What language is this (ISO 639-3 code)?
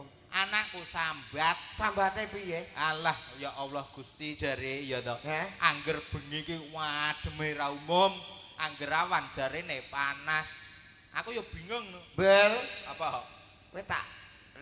jav